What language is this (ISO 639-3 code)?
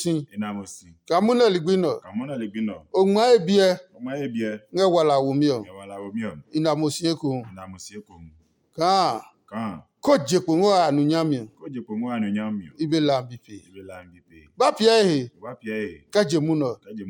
ada